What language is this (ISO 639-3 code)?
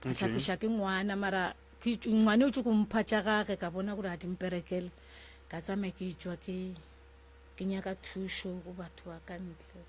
nso